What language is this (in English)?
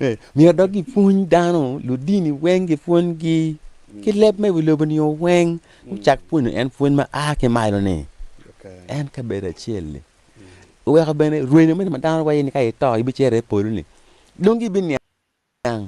Acoli